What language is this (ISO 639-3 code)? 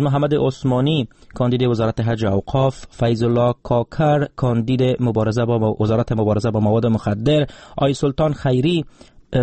fas